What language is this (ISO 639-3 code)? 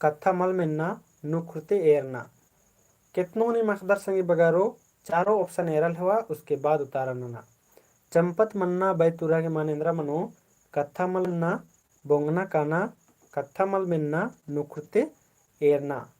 kru